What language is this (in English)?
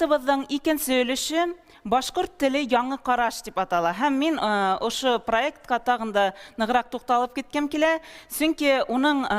Bashkir